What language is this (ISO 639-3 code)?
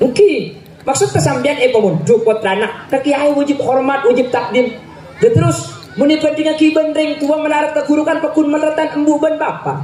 mad